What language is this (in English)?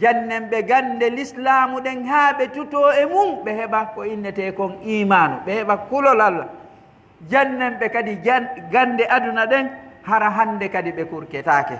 Pular